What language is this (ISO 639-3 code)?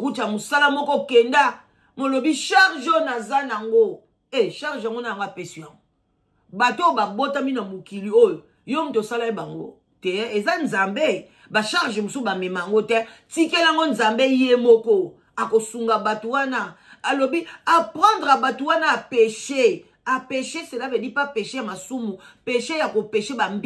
lin